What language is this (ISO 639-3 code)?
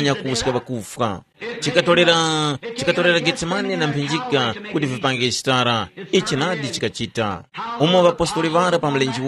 tum